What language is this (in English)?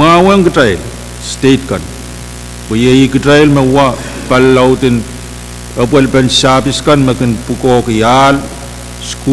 Pohnpeian